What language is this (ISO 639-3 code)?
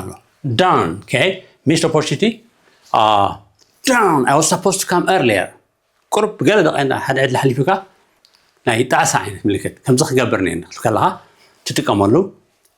tir